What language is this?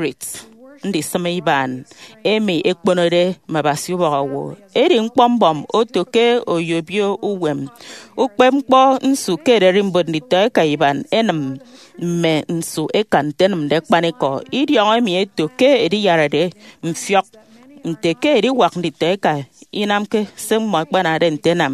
Efik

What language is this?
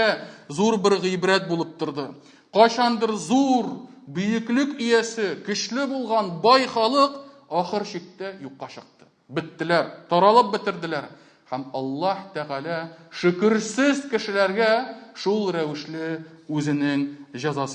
Tatar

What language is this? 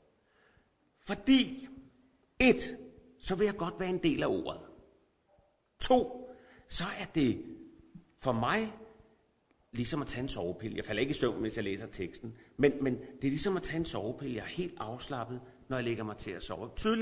Danish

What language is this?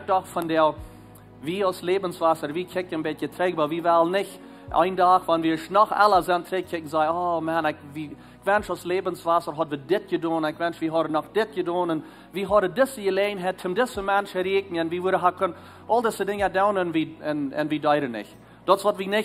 Plautdietsch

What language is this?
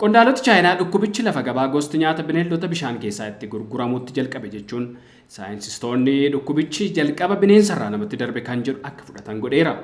Oromo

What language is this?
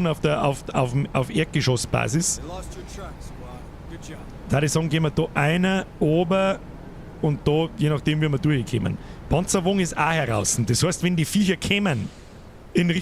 Bavarian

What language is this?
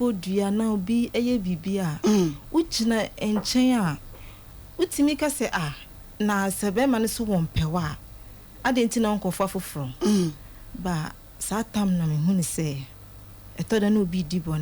Akan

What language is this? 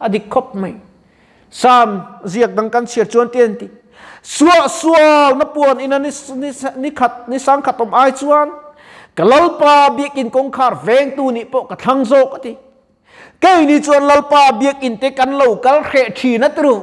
Mizo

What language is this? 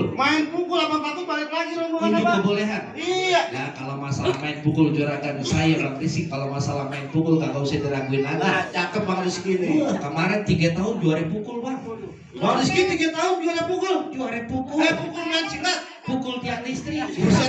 Betawi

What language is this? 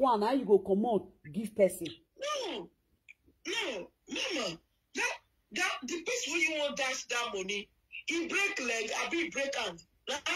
Nigerian Pidgin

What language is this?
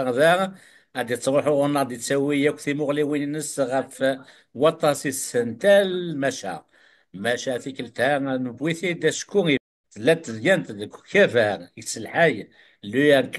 Kabyle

